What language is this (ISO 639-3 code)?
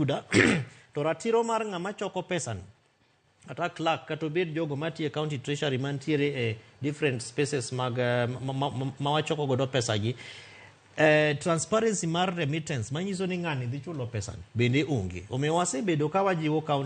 luo